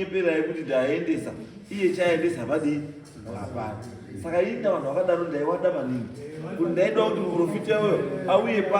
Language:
Shona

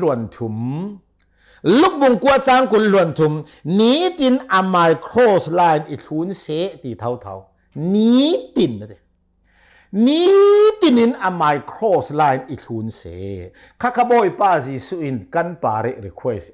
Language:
Hakha Chin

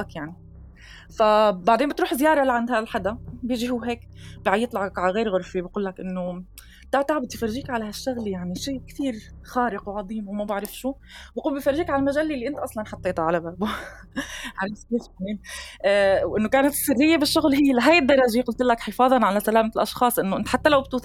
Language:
North Levantine Arabic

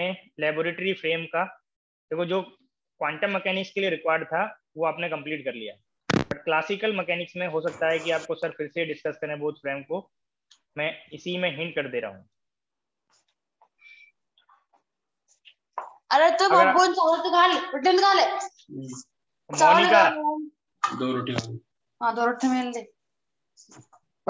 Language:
Hindi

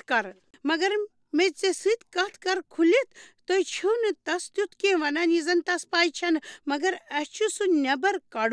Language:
Kashmiri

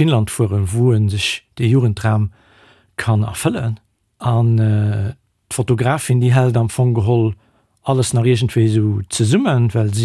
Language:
Luxembourgish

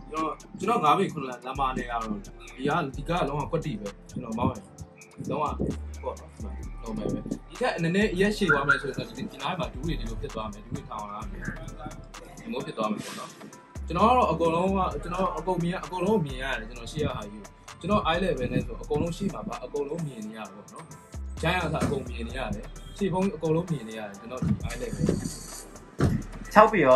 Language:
Burmese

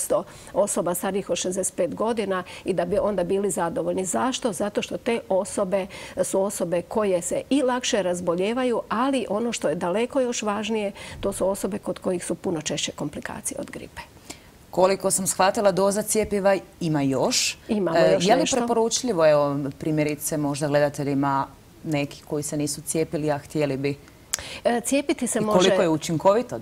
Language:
Croatian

